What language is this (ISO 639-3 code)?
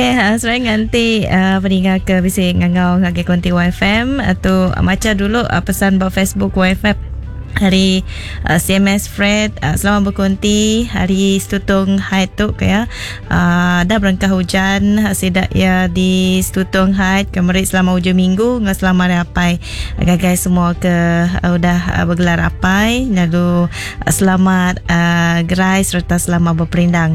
iba